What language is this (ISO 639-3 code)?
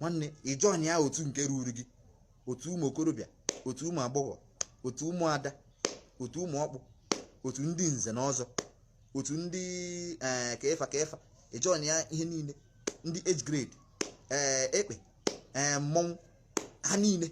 ibo